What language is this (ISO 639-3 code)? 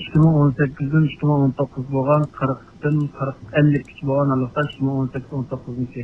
uig